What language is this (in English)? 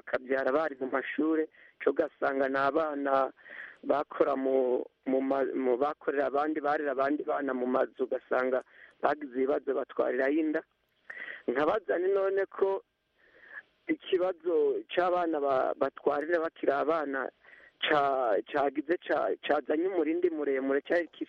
Kinyarwanda